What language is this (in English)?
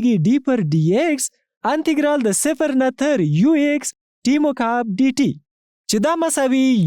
Pashto